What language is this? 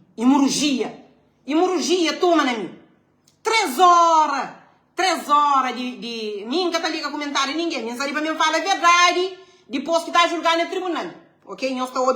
Kabuverdianu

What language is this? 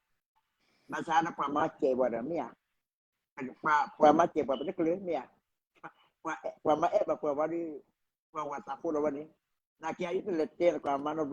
S'gaw Karen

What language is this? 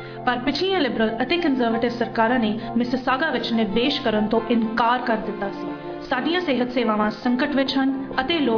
Punjabi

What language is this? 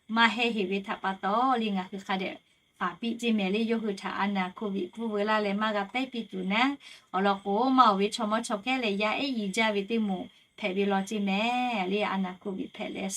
Lahu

